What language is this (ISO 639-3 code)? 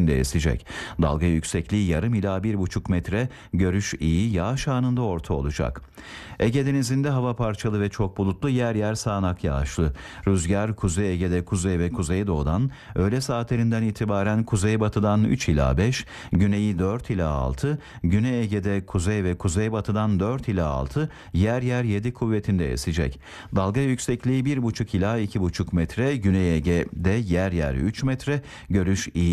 tur